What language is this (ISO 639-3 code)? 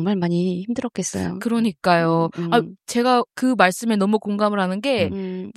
kor